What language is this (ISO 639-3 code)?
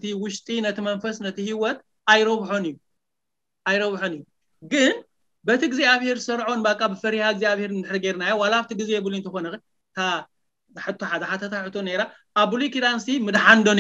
tir